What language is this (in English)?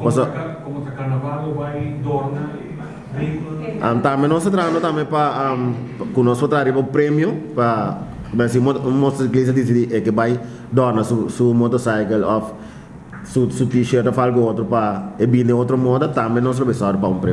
Papiamento